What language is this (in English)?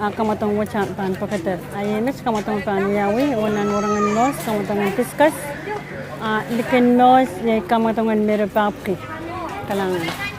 Pohnpeian